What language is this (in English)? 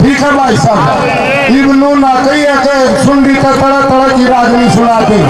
Haryanvi